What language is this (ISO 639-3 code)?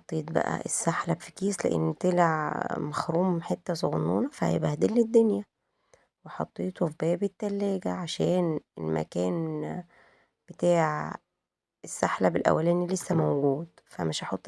arz